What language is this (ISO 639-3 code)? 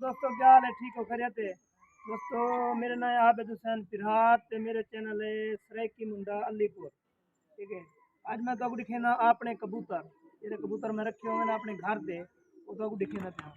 skr